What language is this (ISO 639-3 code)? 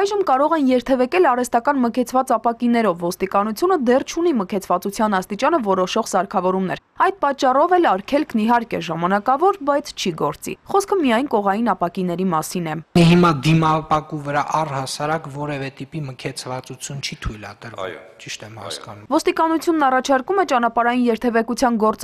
hye